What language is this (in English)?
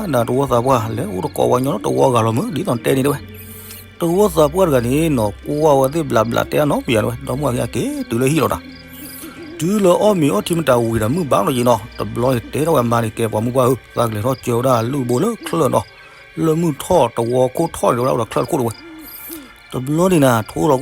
S'gaw Karen